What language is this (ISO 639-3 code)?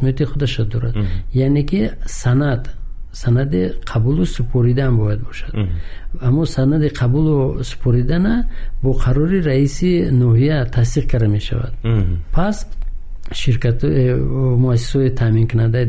tgk